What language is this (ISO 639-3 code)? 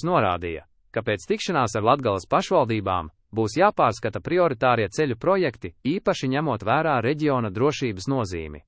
lav